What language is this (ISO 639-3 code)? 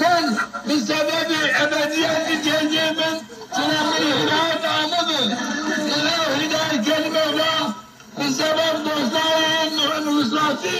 zza